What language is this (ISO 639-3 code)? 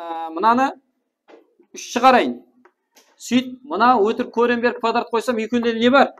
kaa